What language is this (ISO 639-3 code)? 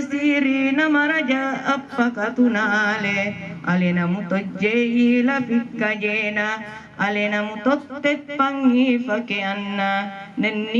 bug